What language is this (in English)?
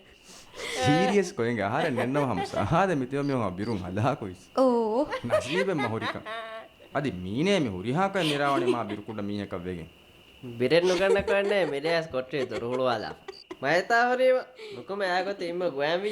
Divehi